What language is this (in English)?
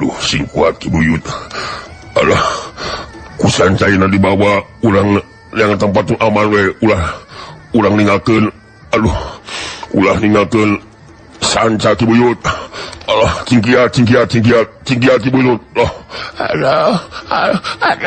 Sundanese